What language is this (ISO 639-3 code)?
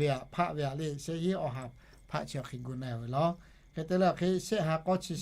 lhu